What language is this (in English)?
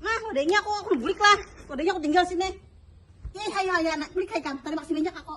Banjar